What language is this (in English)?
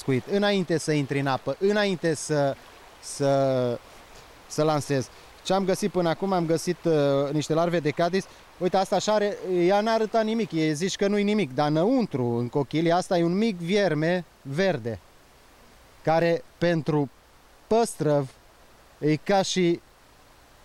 Romanian